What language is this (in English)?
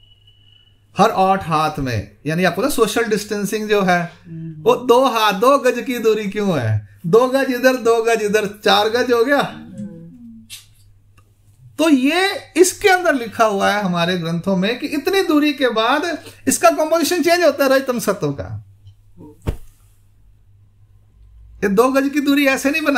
Hindi